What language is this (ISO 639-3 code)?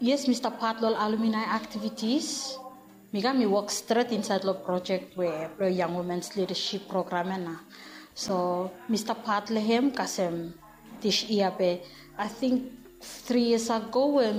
bis